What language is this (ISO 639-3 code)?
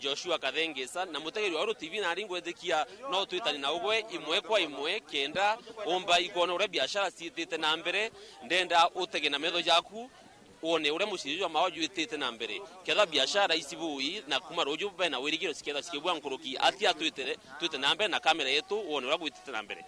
mer